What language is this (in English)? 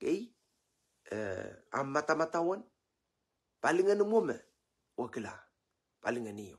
Pohnpeian